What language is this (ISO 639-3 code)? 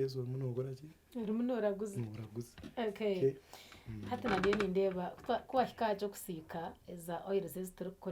nyn